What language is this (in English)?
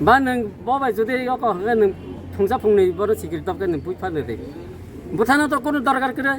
Kok Borok